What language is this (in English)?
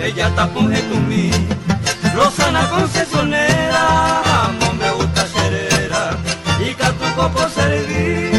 Guarani